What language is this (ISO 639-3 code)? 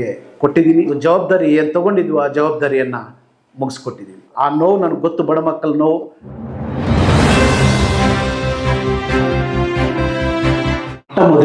kan